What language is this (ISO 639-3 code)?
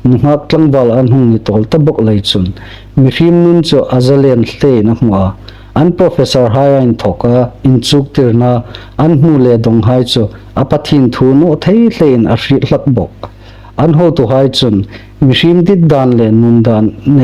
hmr